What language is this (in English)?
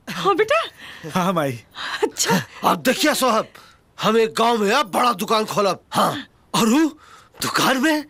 Bhojpuri